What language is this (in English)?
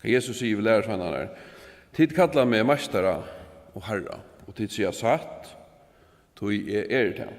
Faroese